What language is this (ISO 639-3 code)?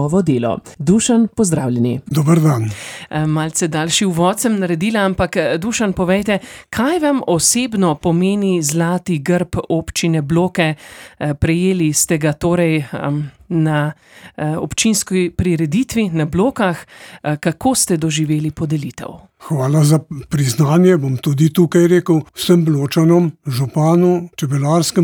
slv